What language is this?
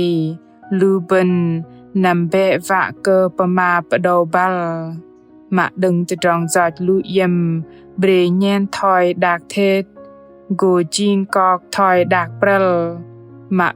Bahnar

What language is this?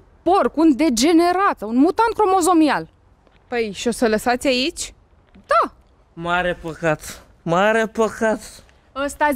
Romanian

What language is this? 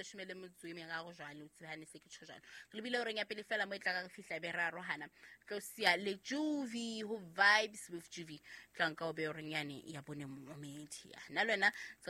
Southern Sotho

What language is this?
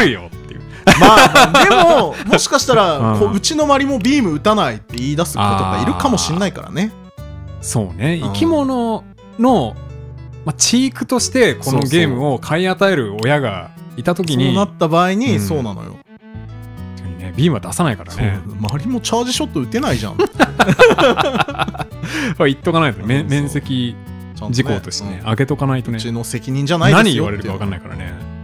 Japanese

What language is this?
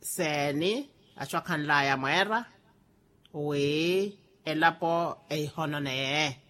Makhuwa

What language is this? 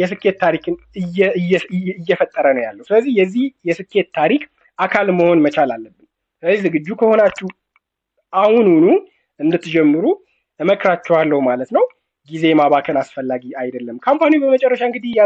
Amharic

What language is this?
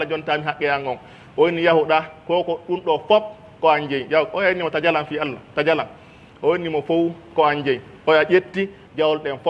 Pular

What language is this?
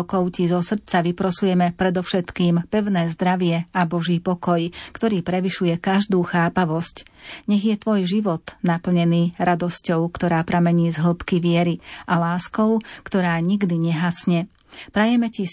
Slovak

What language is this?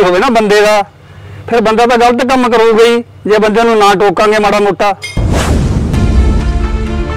Punjabi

